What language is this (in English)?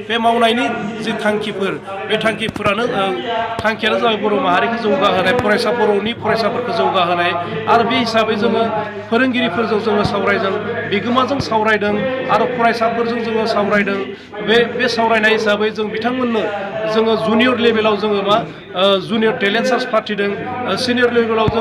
Bodo